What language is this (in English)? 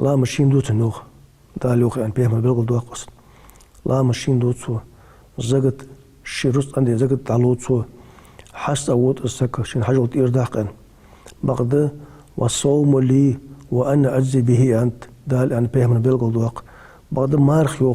Ingush